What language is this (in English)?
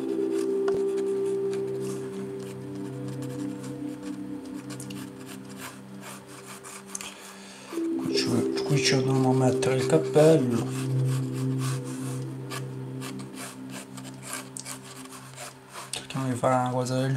Italian